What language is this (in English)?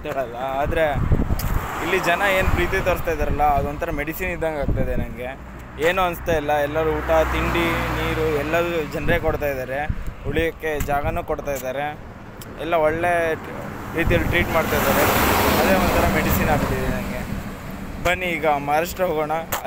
Kannada